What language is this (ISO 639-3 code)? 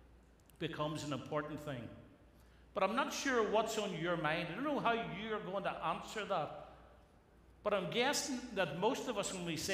eng